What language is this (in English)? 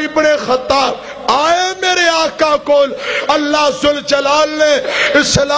Western Panjabi